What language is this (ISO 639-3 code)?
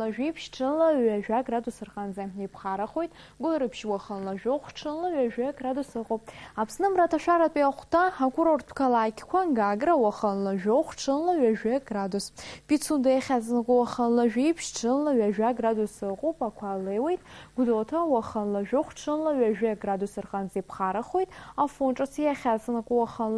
abk